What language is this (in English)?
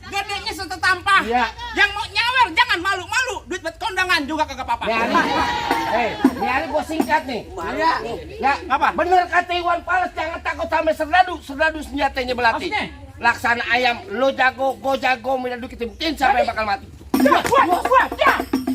Betawi